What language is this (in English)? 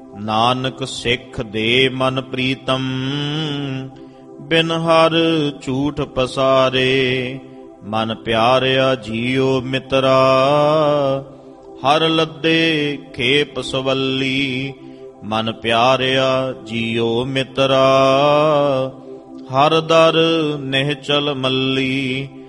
Punjabi